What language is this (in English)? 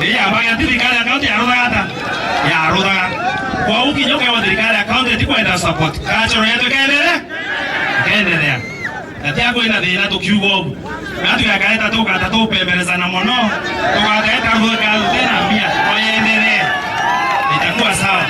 Meru